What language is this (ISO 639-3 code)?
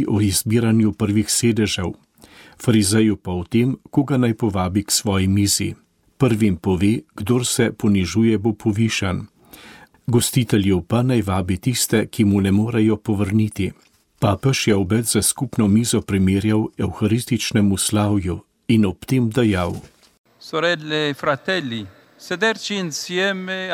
slv